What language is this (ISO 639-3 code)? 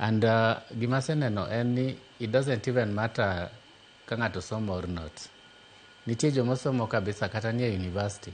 luo